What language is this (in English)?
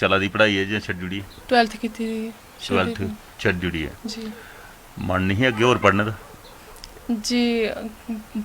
Dogri